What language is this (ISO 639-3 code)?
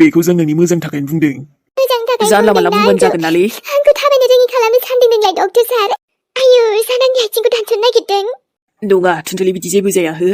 brx